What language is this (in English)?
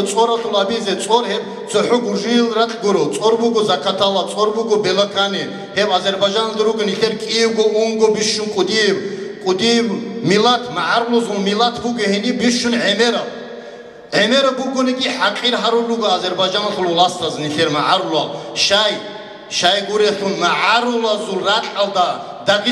Avaric